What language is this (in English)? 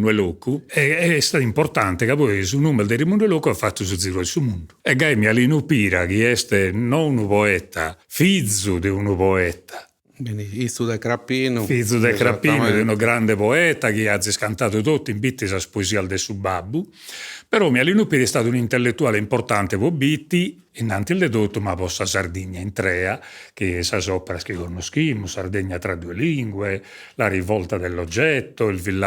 Sardinian